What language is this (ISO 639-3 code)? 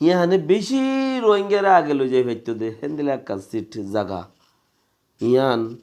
rhg